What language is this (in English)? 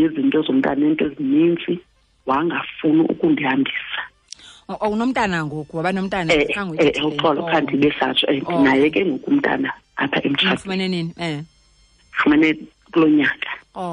Xhosa